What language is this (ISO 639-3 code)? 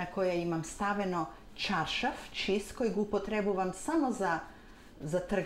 mkd